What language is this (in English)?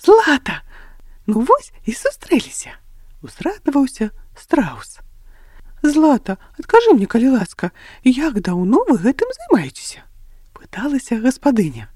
Belarusian